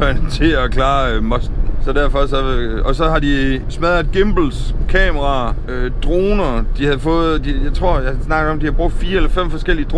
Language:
Danish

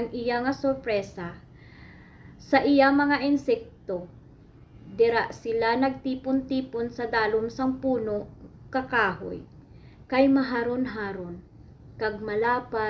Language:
Hiligaynon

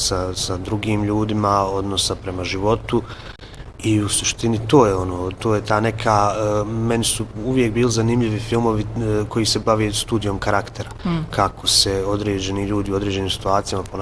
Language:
Bosnian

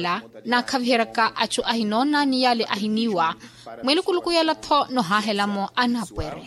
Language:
Makhuwa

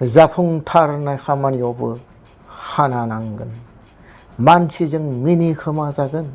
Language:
Bodo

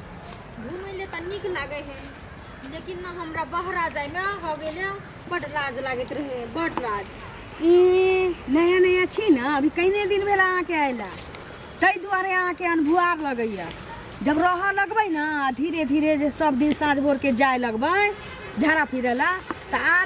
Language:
Maithili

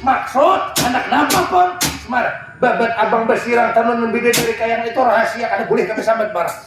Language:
Banjar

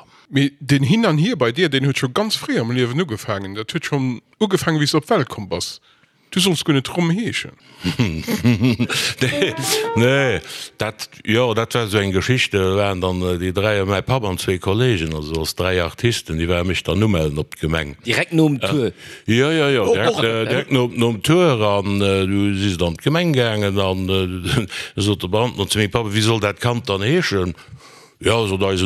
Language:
Luxembourgish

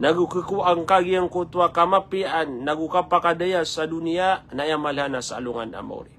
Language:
Maranao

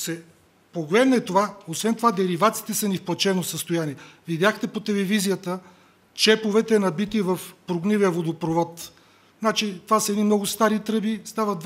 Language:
Bulgarian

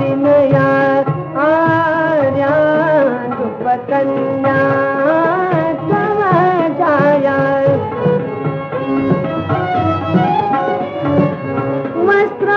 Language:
Marathi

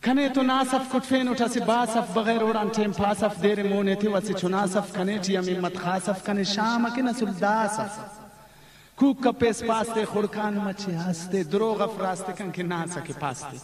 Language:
Brahui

